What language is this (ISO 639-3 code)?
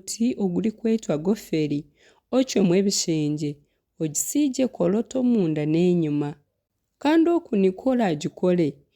nyn